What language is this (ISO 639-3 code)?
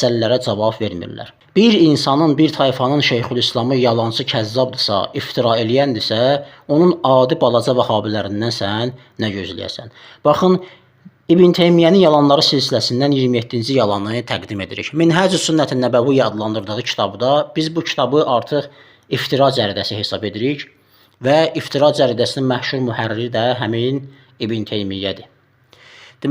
aze